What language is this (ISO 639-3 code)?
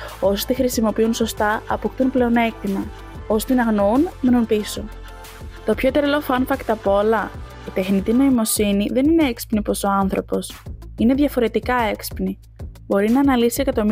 ell